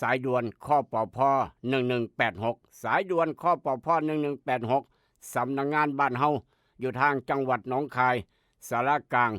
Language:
Northeastern Thai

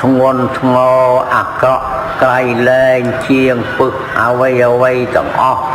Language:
Khmer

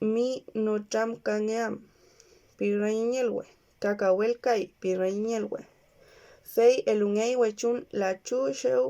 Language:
Mapuche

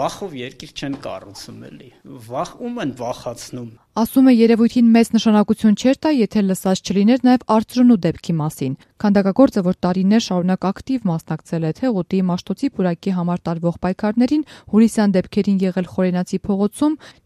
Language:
Armenian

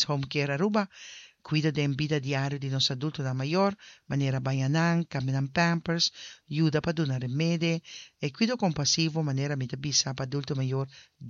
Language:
Papiamento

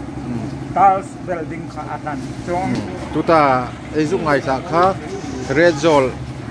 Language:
Hmar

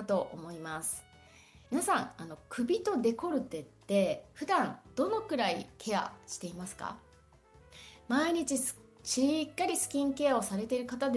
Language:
Japanese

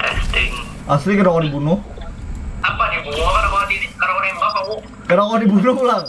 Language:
Banjar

